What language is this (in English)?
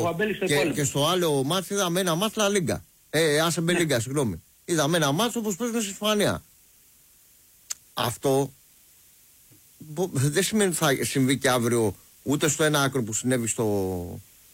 Greek